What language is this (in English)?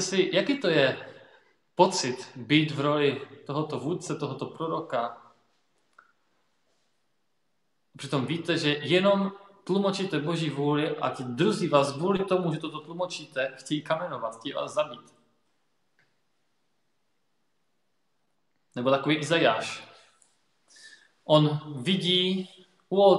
Czech